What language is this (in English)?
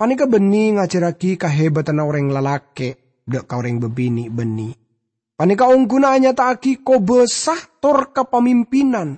Madurese